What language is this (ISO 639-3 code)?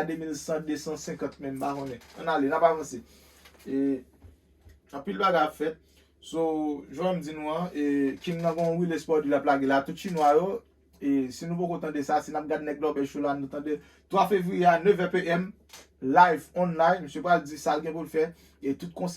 hat